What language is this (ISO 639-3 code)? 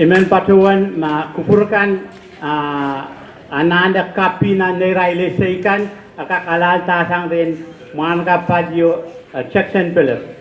pon